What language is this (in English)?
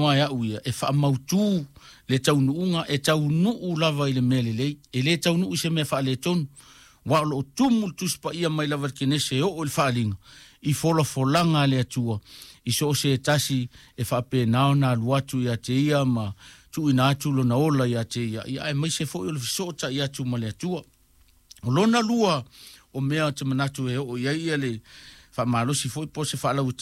Samoan